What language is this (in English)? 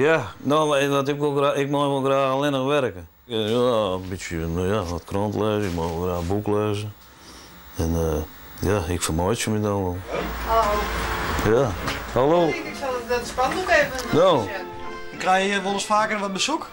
Western Frisian